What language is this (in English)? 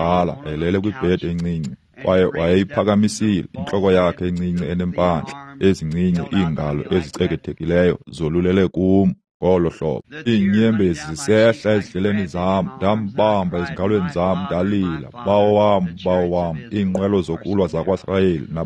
Xhosa